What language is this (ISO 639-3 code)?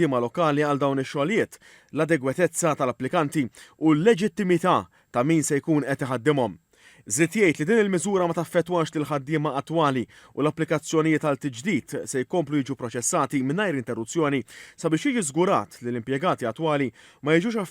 mlt